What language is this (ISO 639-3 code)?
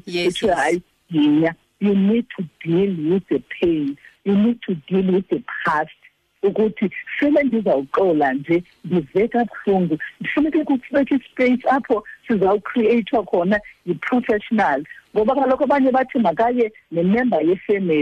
xho